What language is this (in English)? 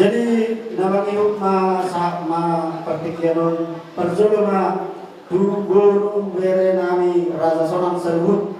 Batak Toba